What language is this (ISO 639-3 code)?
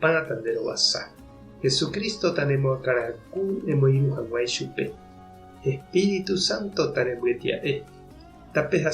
grn